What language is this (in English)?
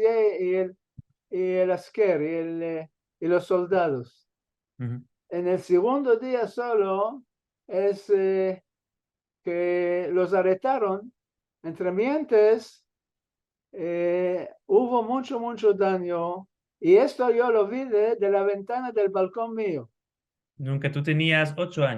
Ladino